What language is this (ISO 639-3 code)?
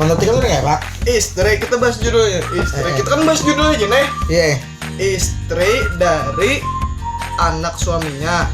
bjn